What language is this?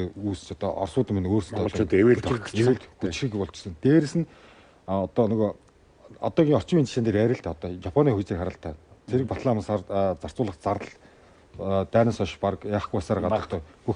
Mongolian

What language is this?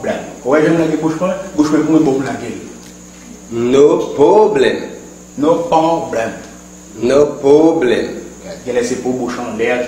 Haitian Creole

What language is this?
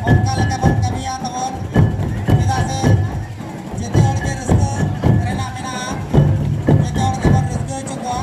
Santali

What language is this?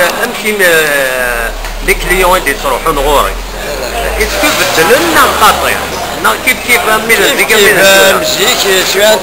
Kabyle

